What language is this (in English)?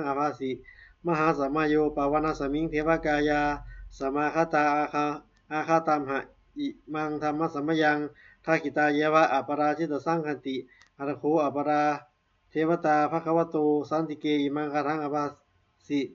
Pali